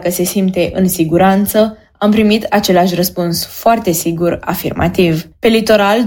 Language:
Romanian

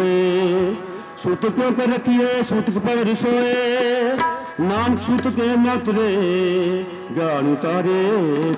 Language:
Punjabi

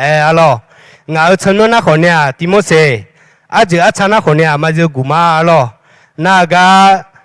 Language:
Akha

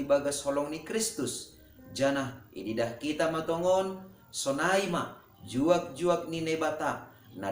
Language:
Batak Simalungun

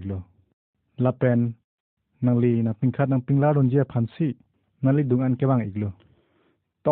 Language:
Karbi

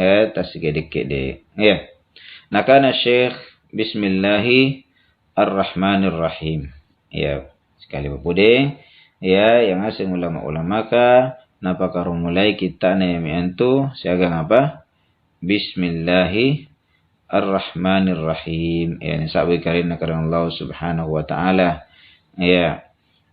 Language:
Makasar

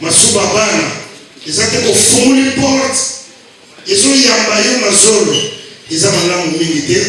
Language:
Lingala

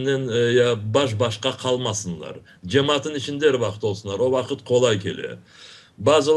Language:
Crimean Tatar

